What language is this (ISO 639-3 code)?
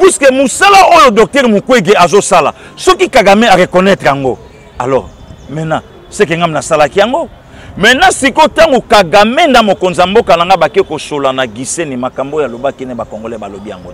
lin